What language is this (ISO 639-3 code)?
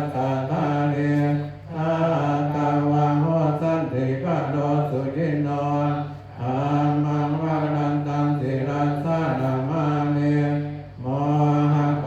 pli